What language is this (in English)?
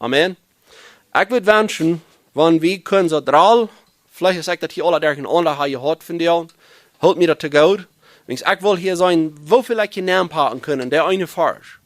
Plautdietsch